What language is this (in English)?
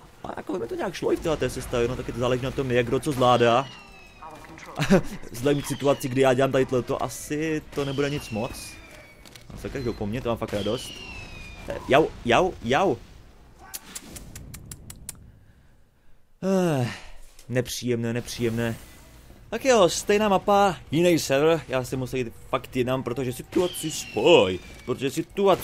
Czech